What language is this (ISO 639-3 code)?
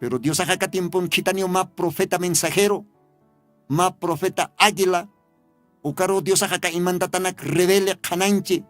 aym